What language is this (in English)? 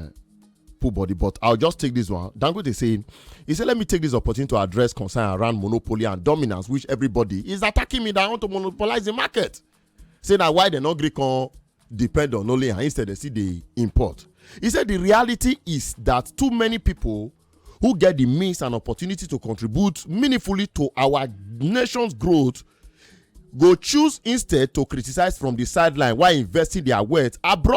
Nigerian Pidgin